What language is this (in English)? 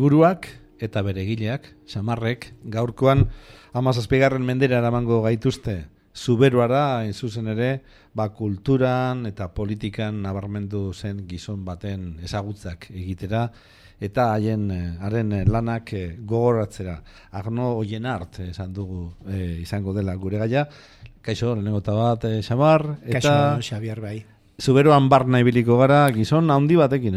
Basque